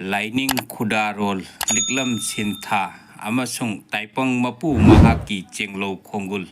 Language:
Manipuri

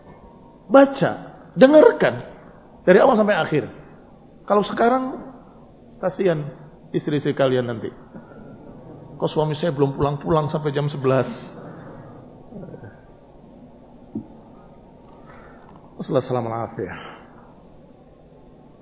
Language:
Indonesian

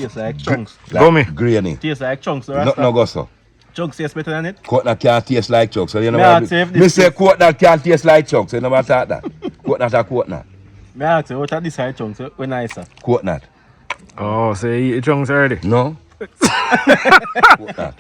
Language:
Jamaican Creole English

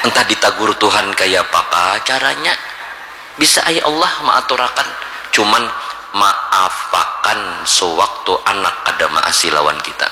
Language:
Banjar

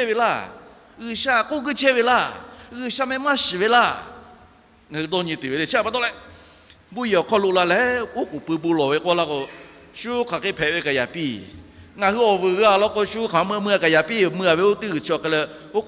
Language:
Lahu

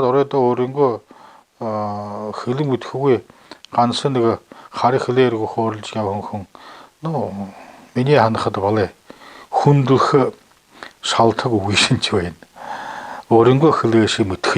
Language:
Buriat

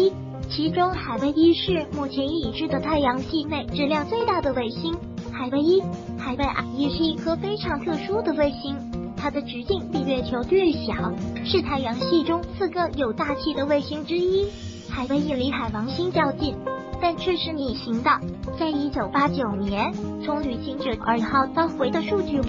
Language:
Chinese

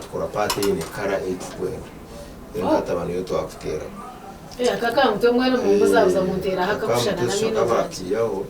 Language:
Nyankole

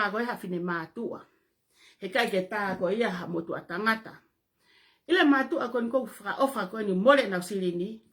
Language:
Tongan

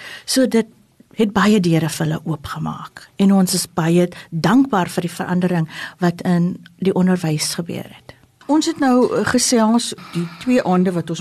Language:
Afrikaans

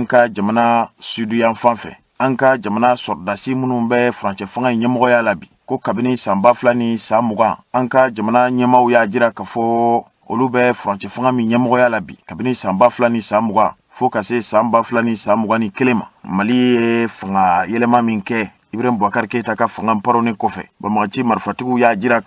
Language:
Bambara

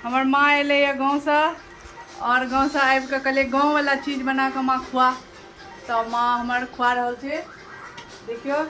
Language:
Maithili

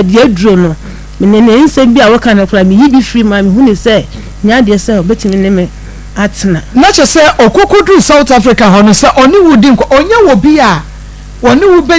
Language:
Akan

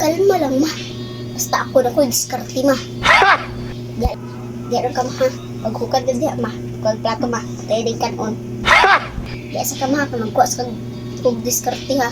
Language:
Cebuano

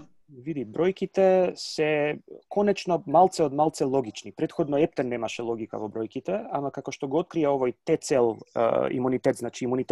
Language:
Macedonian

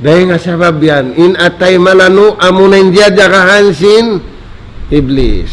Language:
Tausug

